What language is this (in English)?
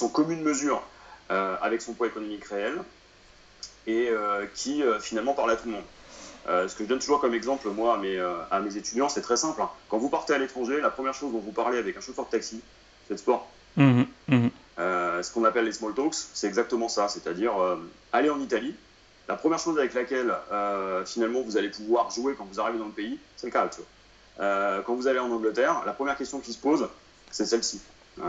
French